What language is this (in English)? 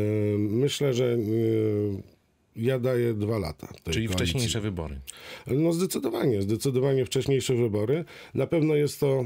Polish